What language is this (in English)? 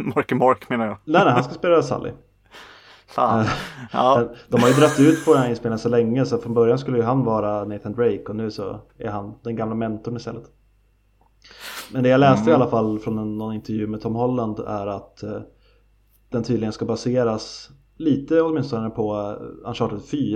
Swedish